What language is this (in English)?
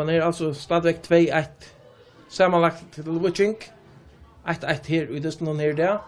Faroese